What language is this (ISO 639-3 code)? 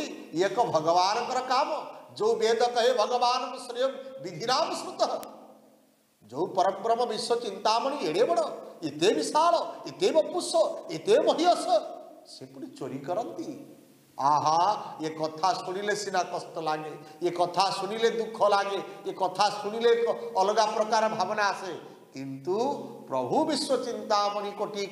ori